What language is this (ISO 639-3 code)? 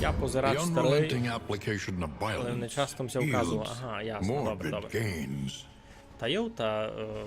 rue